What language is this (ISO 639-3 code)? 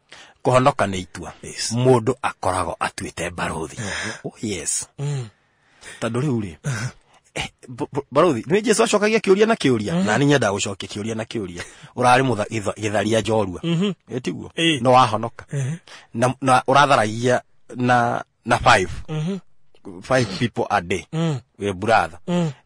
kik